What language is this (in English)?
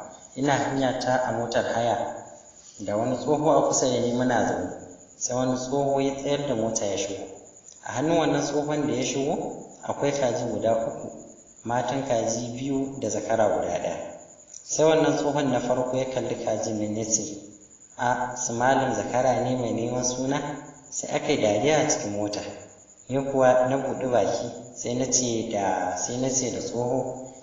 Hausa